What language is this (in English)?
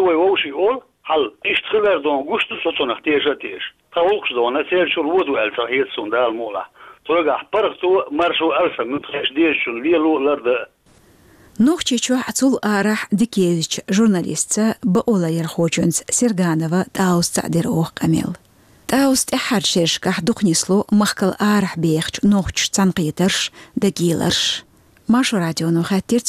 Chechen